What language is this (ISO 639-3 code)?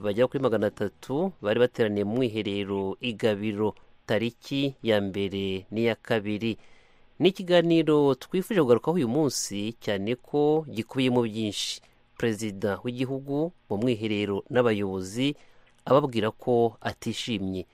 kin